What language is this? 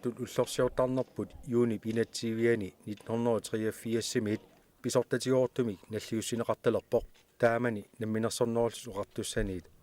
Kalaallisut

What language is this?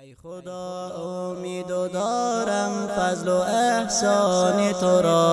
Tajik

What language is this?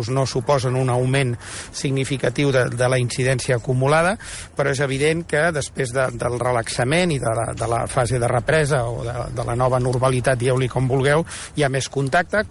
Catalan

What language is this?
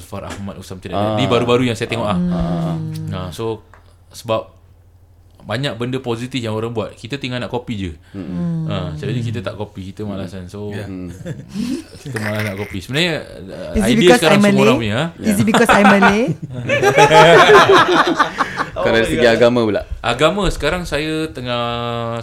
Malay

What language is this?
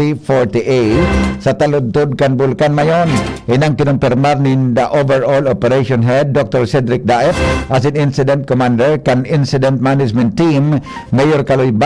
Bikol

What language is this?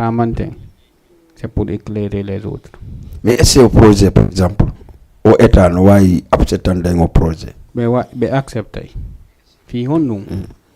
Fula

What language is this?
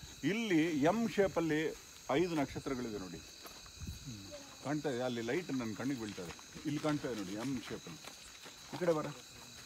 Kannada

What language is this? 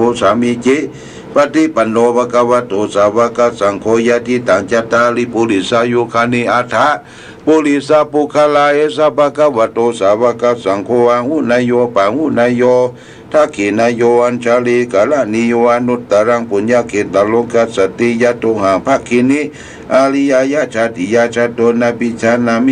Pali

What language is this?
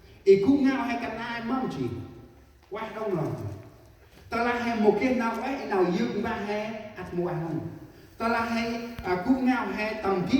Central Mnong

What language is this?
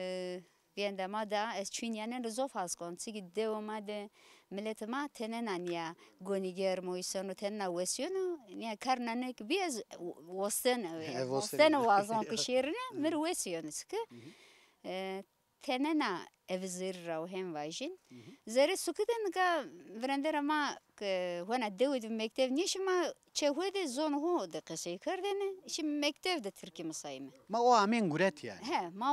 Zaza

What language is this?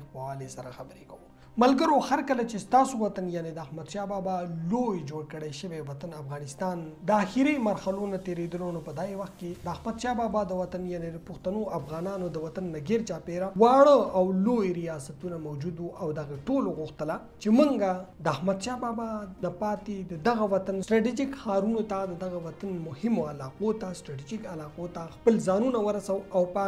Pashto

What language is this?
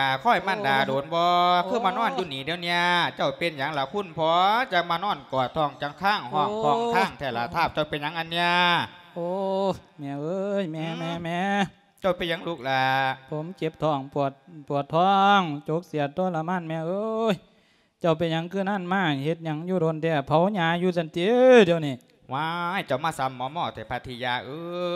Lao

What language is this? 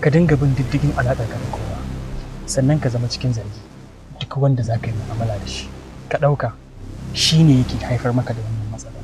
Hausa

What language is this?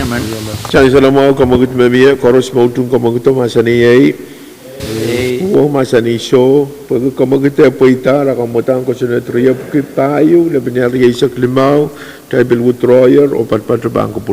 Pohnpeian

